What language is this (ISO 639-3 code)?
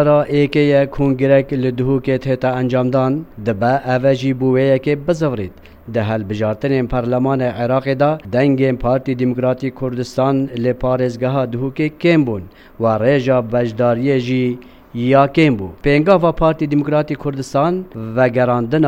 kur